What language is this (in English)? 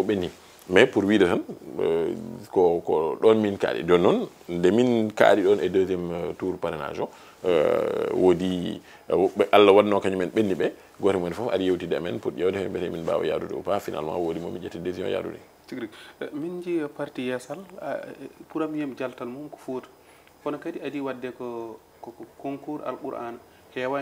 Fula